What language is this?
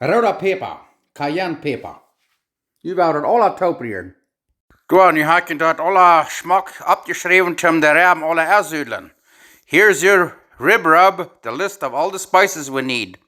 Plautdietsch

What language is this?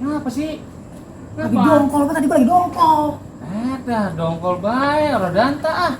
Betawi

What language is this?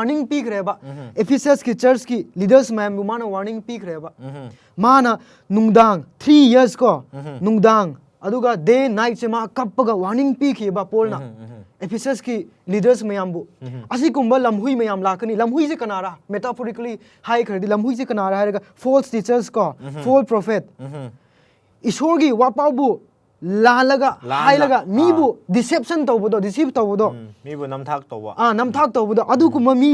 Manipuri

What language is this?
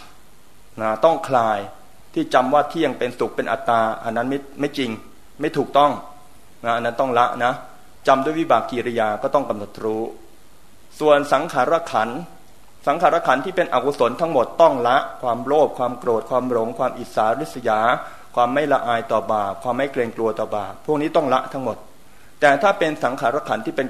Thai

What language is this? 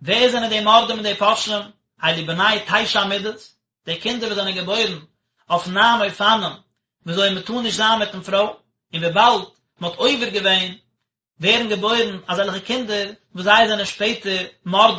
Yiddish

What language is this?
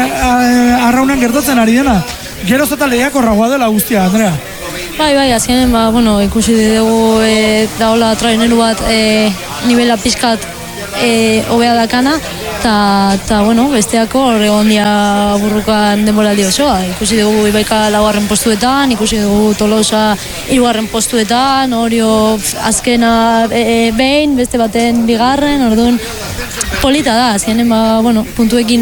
Basque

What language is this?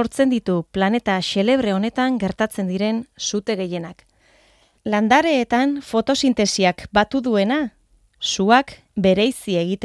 Basque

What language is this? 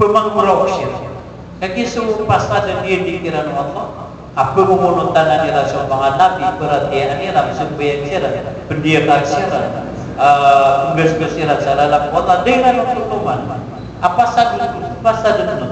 Maranao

